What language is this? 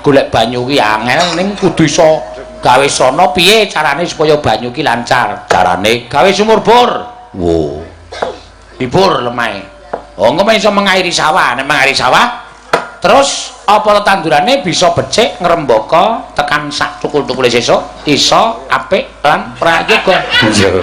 Javanese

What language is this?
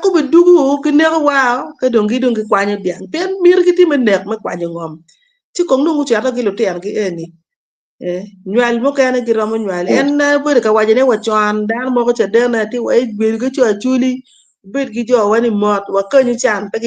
Acoli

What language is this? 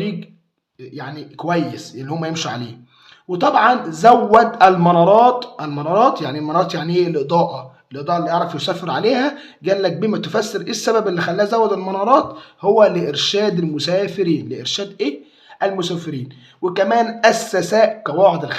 Egyptian Arabic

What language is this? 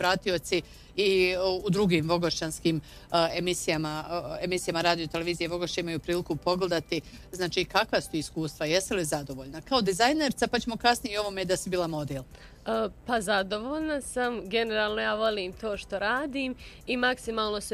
Bosnian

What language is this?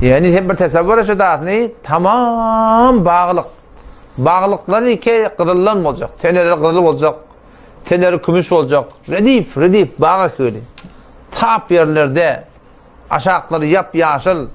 Turkmen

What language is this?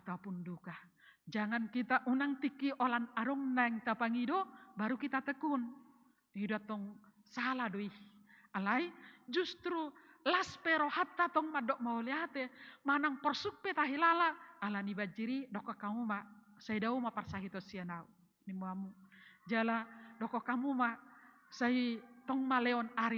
Batak Toba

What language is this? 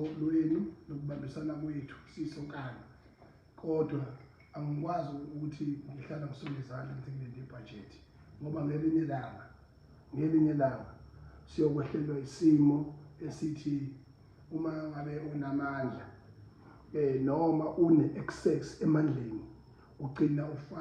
Zulu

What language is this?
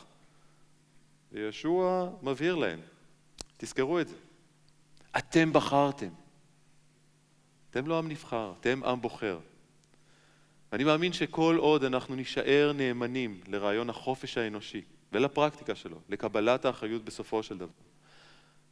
Hebrew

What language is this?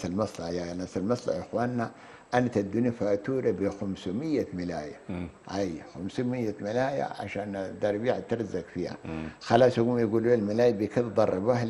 Sudanese Arabic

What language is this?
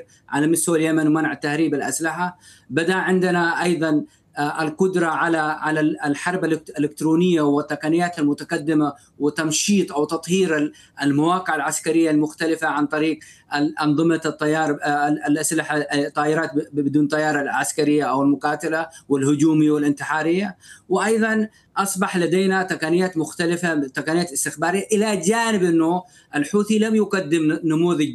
Arabic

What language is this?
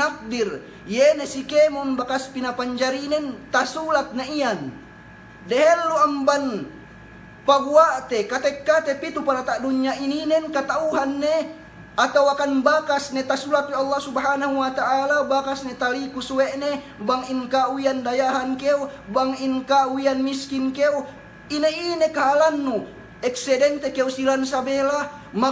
Yakan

